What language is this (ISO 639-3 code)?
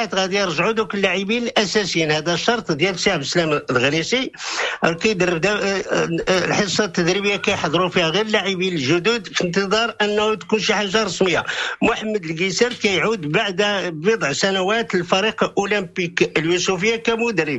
ary